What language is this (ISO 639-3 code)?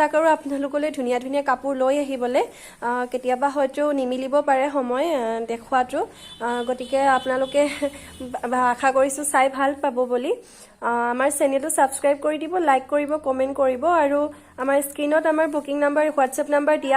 asm